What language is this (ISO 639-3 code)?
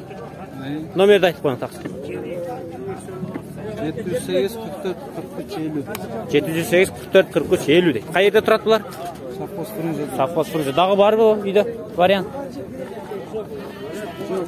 kir